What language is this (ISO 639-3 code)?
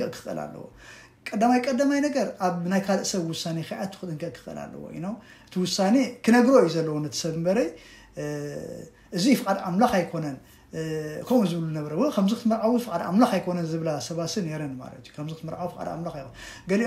tir